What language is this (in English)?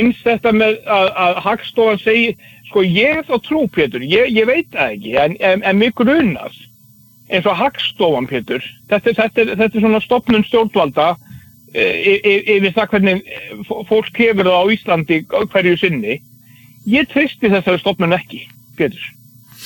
Icelandic